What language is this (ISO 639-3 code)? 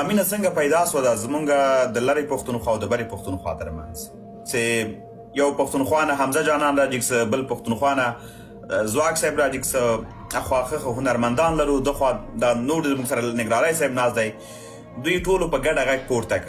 pus